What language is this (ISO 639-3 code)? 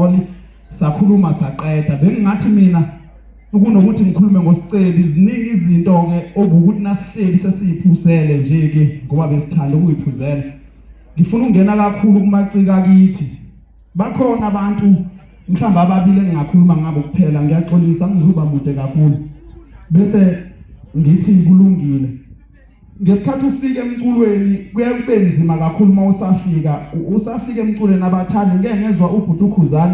zul